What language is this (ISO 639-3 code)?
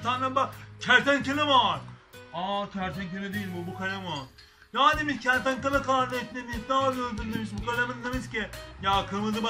tur